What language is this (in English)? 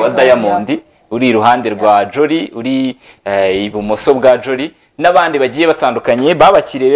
Kinyarwanda